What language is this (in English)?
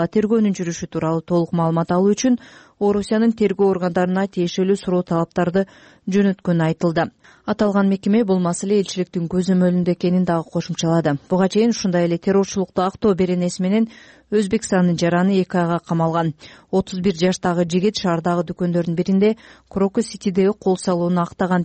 Kyrgyz